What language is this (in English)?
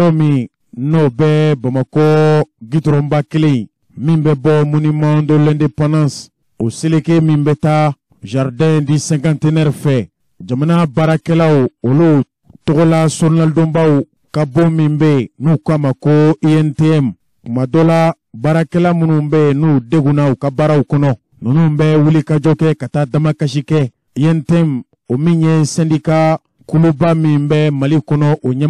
Bambara